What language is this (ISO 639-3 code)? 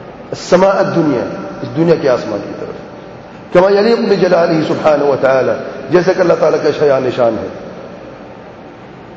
urd